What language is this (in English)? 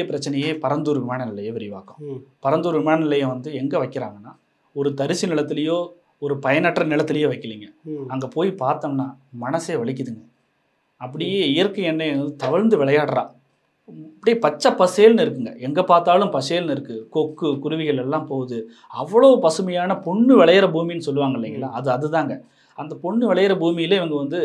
Tamil